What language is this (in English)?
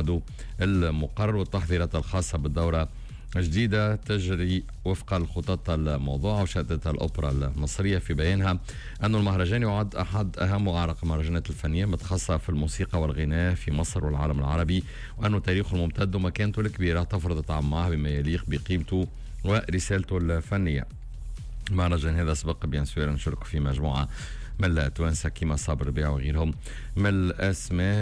Tunisian Arabic